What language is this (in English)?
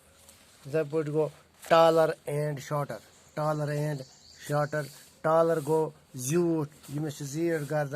Kashmiri